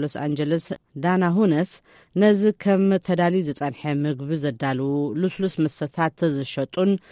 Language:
Tigrinya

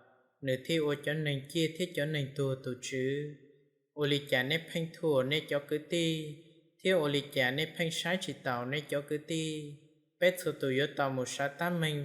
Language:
Hmong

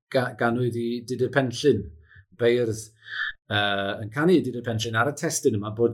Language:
Welsh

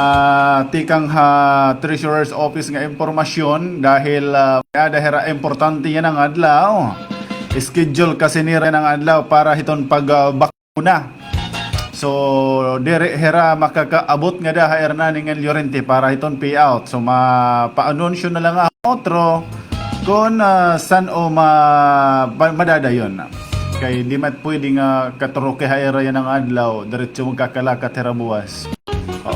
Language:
Waray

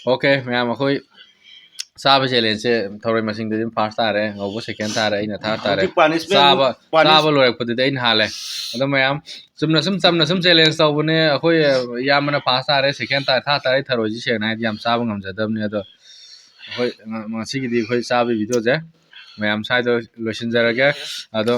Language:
Manipuri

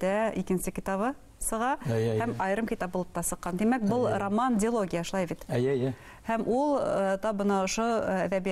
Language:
Bashkir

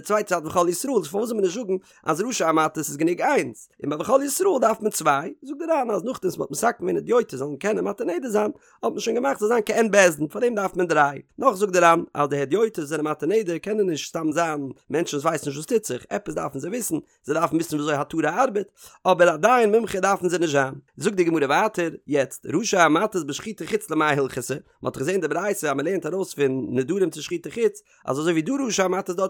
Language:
Yiddish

